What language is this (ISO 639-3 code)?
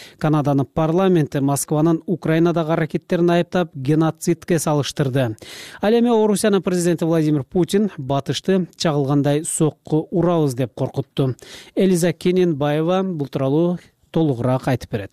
kir